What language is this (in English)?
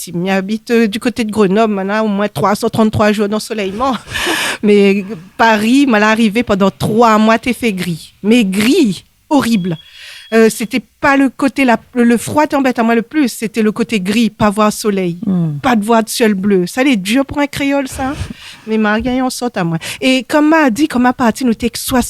Réunion Creole French